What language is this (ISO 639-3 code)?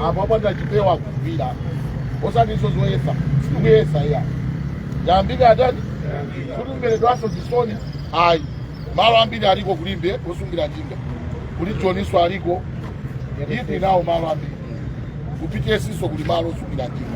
nya